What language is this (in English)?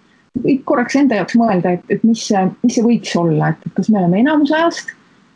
Estonian